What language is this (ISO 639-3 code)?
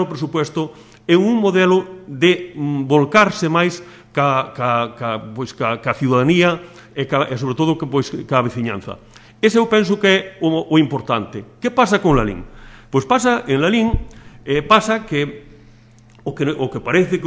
glg